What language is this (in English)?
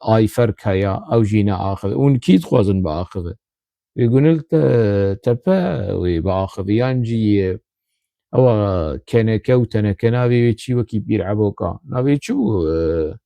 Kurdish